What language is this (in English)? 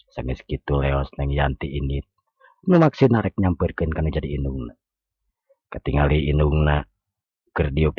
Sundanese